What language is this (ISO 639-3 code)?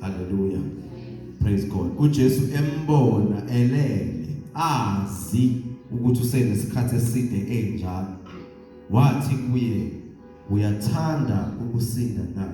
zul